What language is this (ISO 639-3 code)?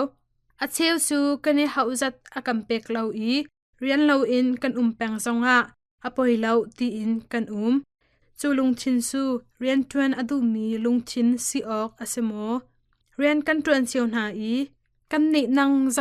cnh